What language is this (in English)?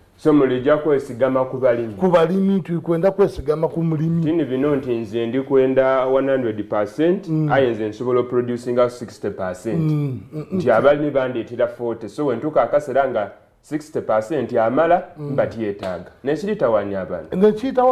Soga